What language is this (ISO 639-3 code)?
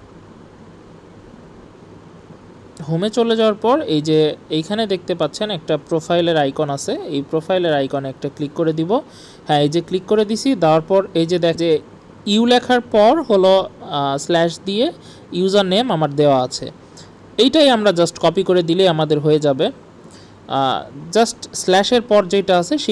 ben